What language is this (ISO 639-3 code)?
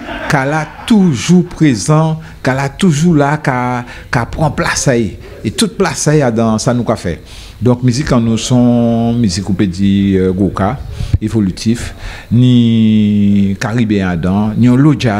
gcf